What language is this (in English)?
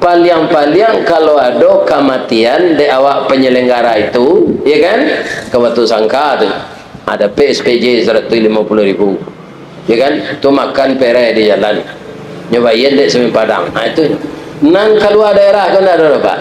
Minangkabau